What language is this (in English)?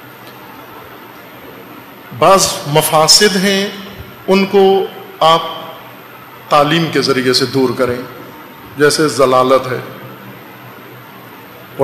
Urdu